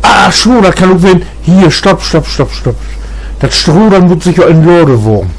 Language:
Low German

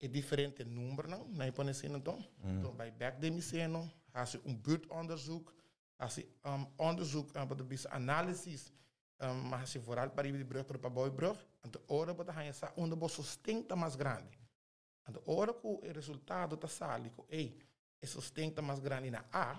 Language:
Papiamento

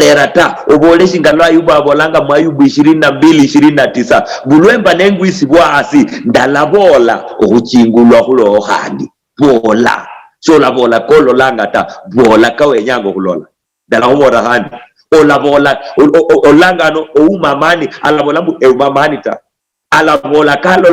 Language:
Luyia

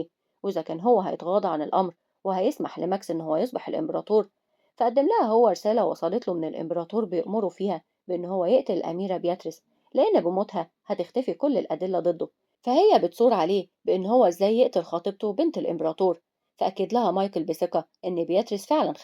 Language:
Egyptian Arabic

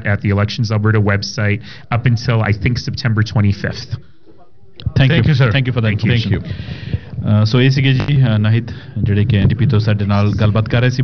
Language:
Punjabi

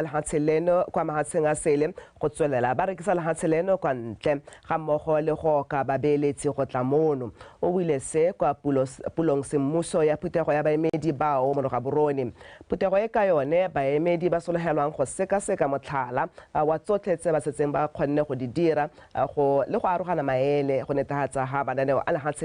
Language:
Tswana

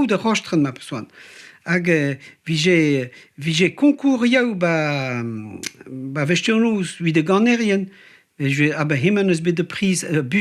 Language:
Breton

